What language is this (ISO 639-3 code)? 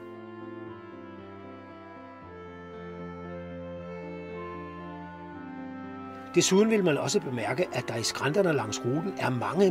dan